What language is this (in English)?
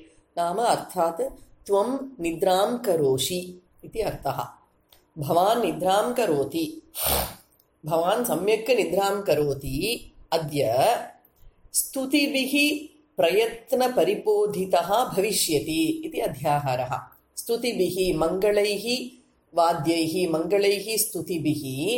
Sanskrit